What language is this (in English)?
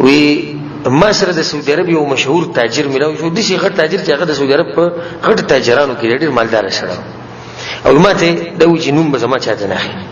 Pashto